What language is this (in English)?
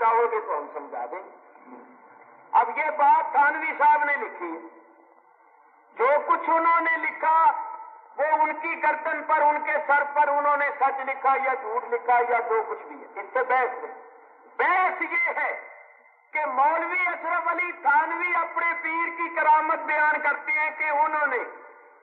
Urdu